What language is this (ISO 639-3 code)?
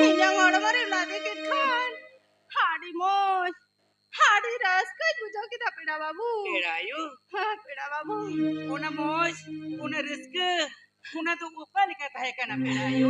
sat